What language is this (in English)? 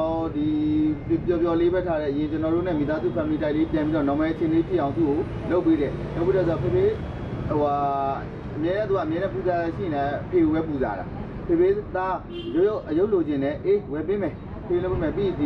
Burmese